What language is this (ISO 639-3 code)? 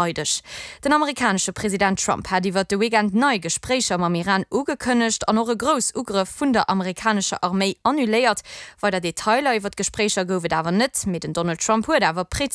ltz